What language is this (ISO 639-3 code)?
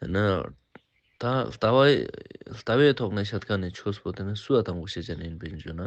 lbj